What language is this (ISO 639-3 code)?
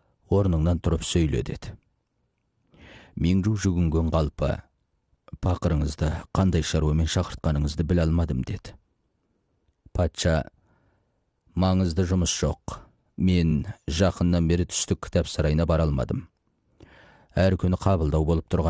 kaz